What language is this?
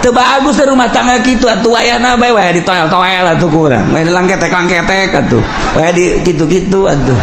Sundanese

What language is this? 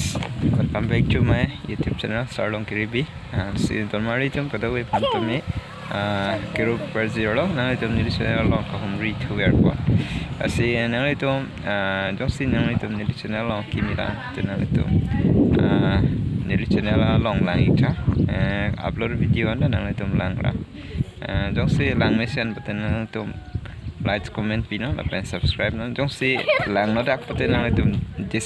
Karbi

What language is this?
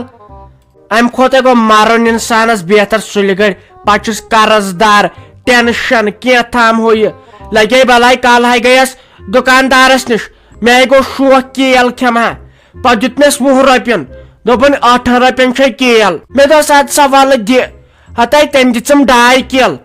Kashmiri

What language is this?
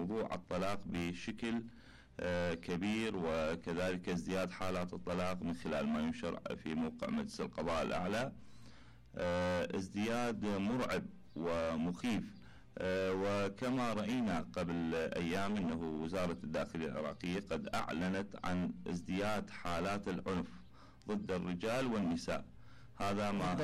Mesopotamian Arabic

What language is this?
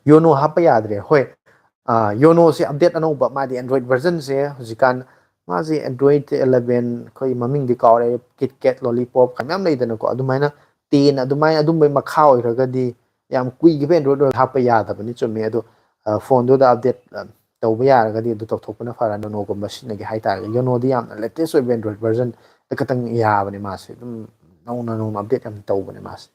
Manipuri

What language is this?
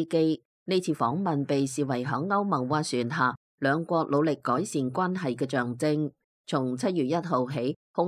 Cantonese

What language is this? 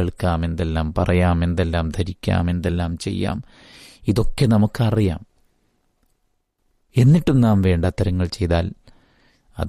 Malayalam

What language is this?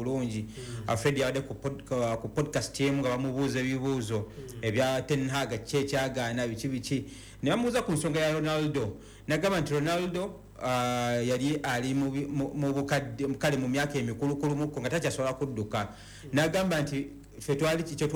Ganda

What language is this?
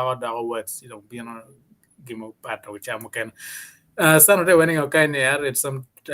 Acoli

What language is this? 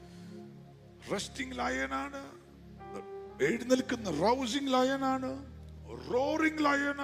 Malayalam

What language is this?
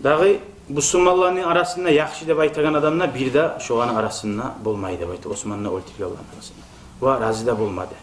Kumyk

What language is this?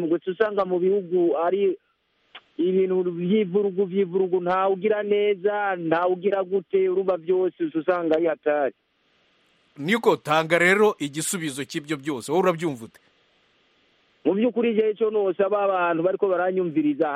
Kinyarwanda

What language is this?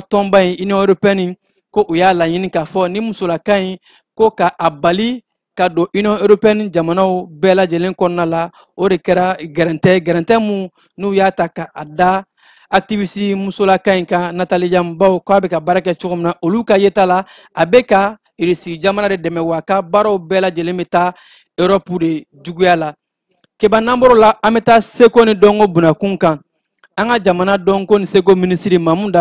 Bambara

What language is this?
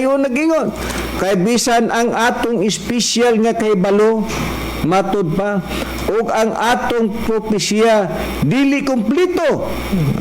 Cebuano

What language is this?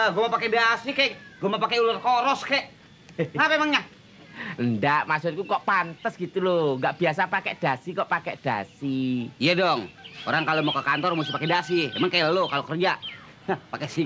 Betawi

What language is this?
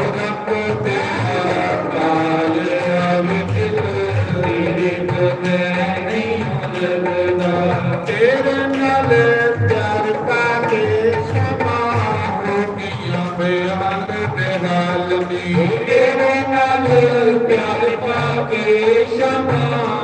Dogri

